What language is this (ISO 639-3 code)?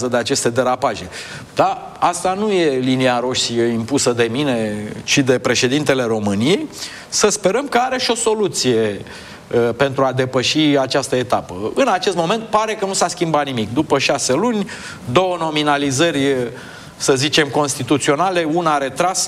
ron